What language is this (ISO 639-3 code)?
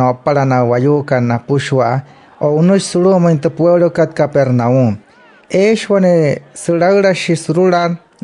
guc